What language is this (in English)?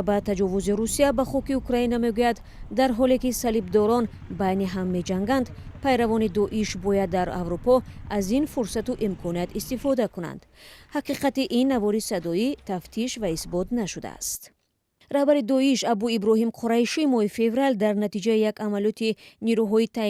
Tajik